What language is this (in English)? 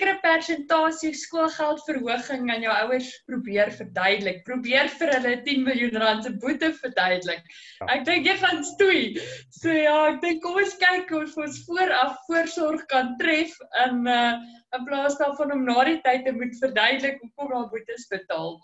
Afrikaans